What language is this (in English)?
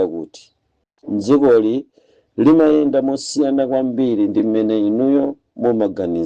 Nyanja